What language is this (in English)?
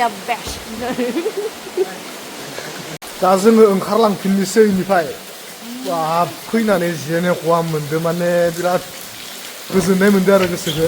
Bodo